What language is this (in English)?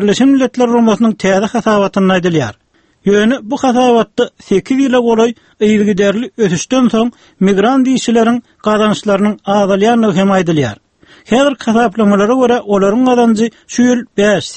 Turkmen